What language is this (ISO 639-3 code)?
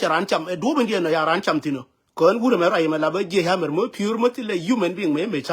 nus